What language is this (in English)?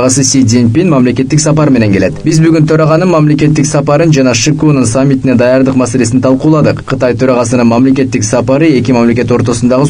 Kyrgyz